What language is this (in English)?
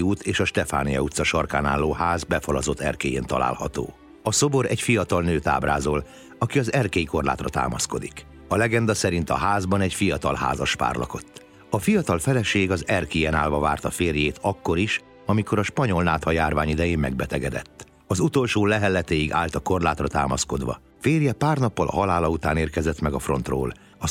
Hungarian